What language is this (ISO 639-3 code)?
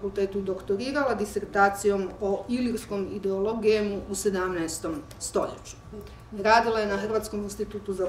hrv